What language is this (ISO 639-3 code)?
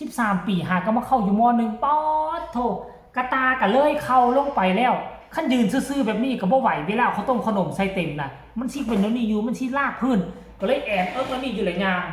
tts